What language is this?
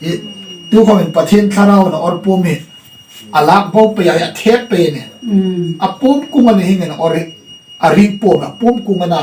Hmar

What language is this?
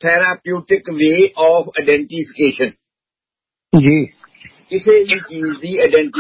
Punjabi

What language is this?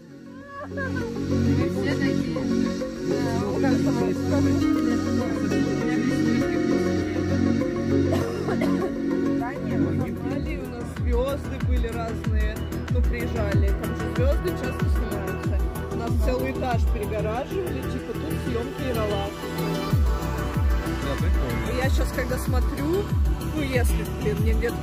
Russian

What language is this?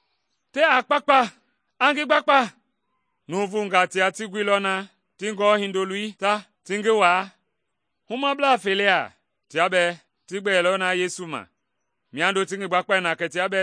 Mende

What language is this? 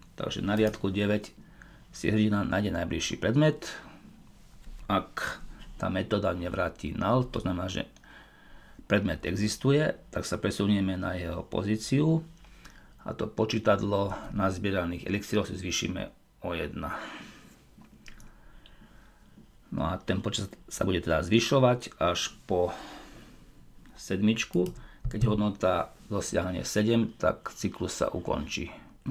Slovak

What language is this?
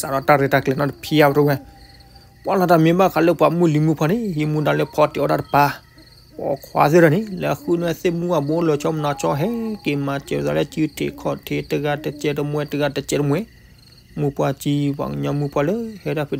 S'gaw Karen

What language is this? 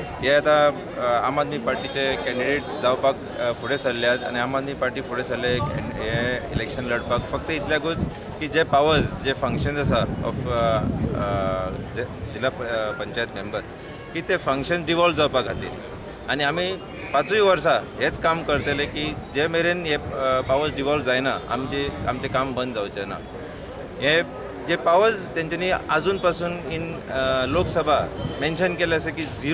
Konkani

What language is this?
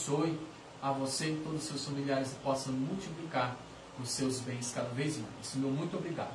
Portuguese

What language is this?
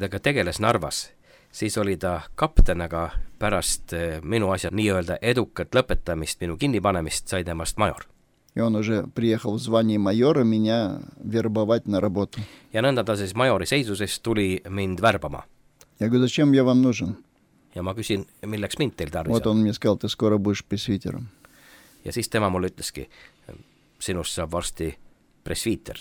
Estonian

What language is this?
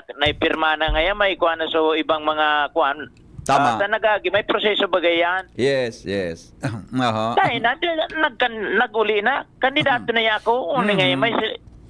Bikol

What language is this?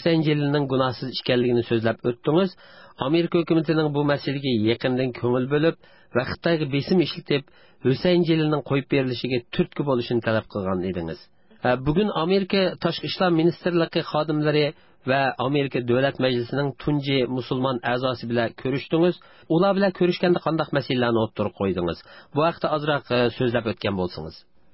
Uyghur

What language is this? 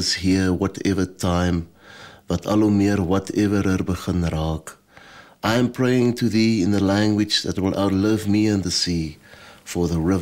Afrikaans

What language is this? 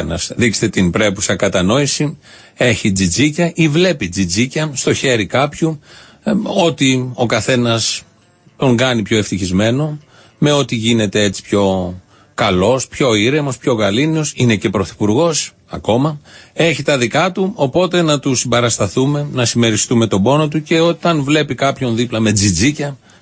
Greek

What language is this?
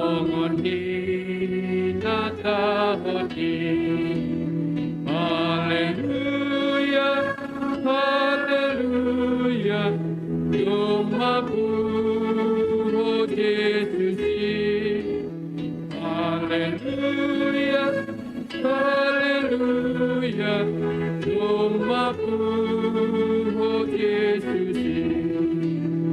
Batak Simalungun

